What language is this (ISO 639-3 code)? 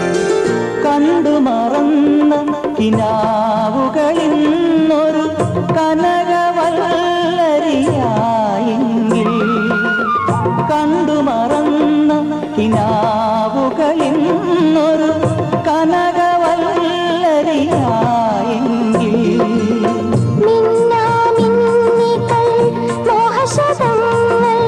mal